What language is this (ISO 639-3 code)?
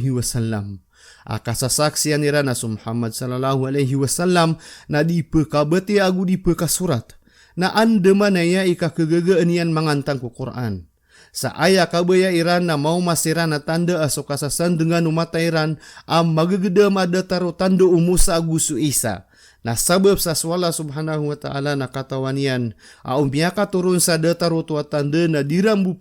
mrw